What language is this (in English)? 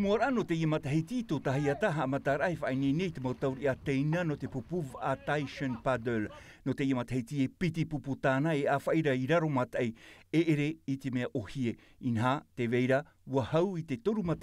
Tahitian